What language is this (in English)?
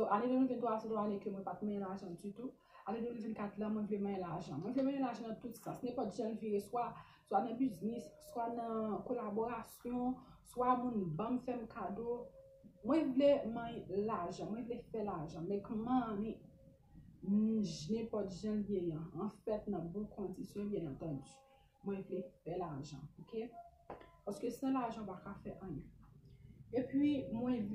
Haitian Creole